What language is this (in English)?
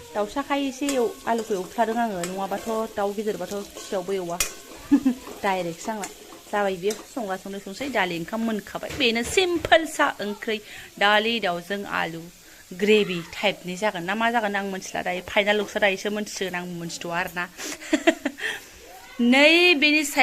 Bodo